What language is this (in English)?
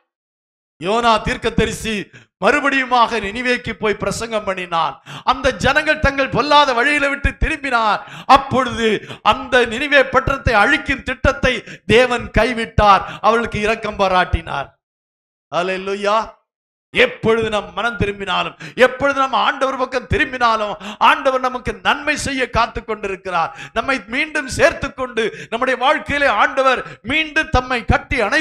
Tamil